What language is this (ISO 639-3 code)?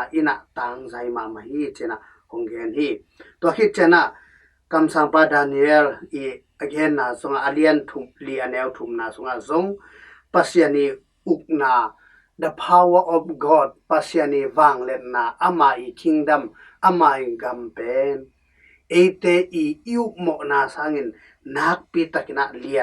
ctd